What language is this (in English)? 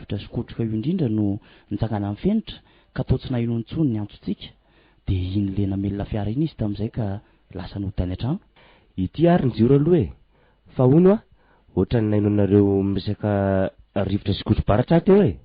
Malagasy